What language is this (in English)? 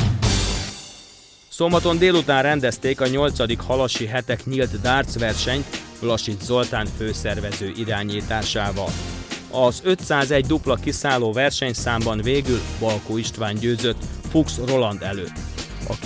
Hungarian